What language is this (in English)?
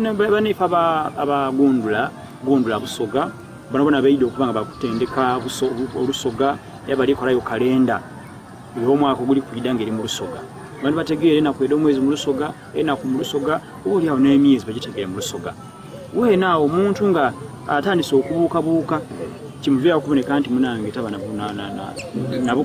Soga